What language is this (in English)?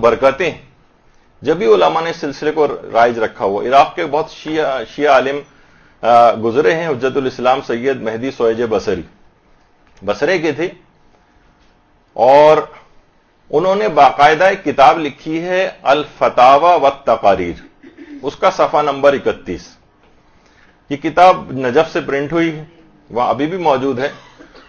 Urdu